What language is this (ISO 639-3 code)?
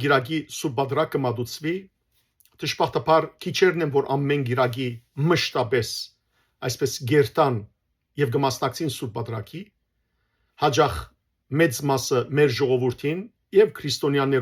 hyw